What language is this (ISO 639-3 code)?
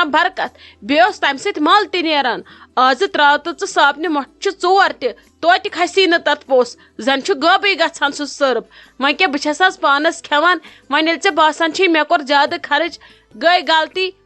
kas